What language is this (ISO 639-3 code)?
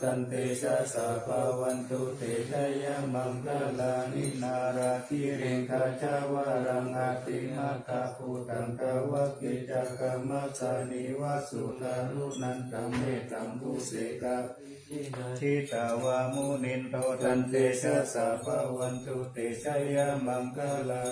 pli